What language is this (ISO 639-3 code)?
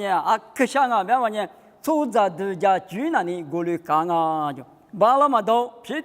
lis